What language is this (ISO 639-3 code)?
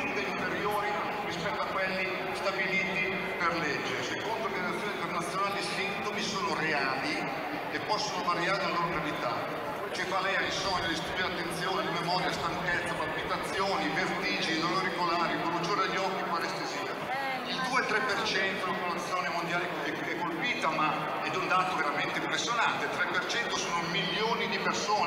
ita